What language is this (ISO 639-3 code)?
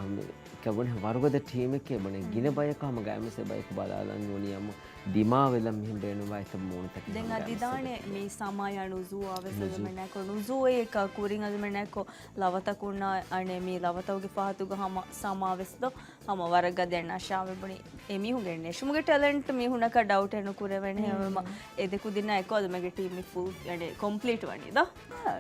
div